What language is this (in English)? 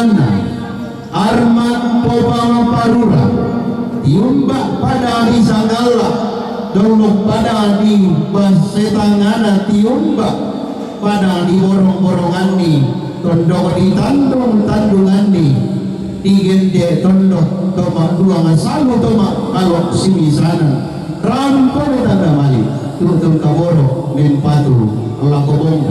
Toraja-Sa'dan